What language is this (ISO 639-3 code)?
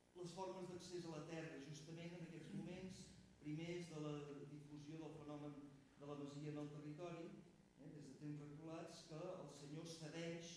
cat